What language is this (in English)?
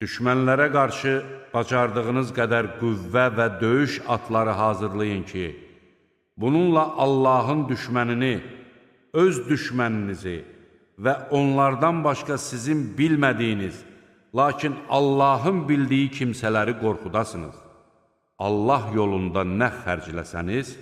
Azerbaijani